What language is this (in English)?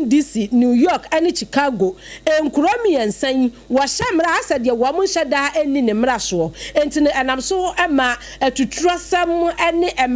Akan